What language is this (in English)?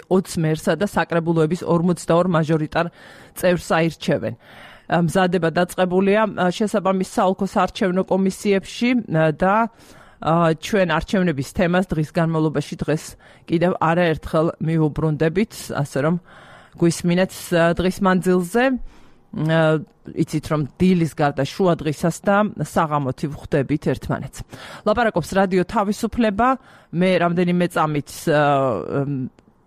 Georgian